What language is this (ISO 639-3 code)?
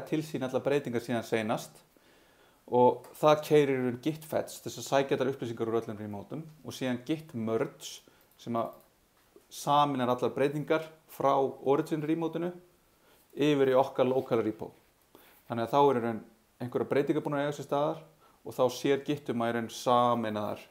isl